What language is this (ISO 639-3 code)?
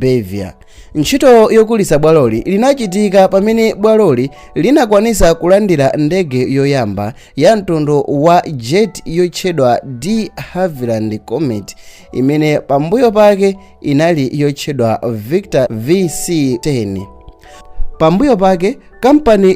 nya